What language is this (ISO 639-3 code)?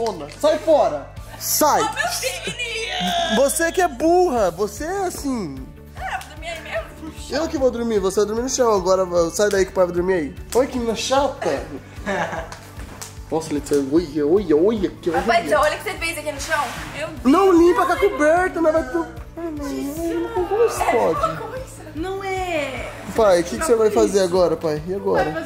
por